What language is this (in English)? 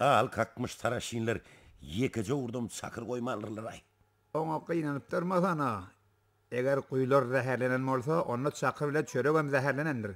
Turkmen